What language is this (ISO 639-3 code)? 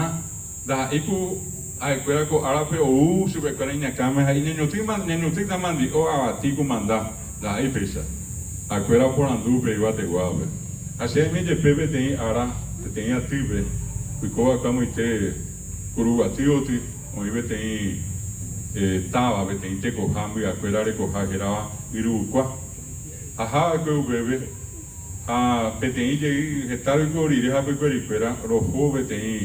grn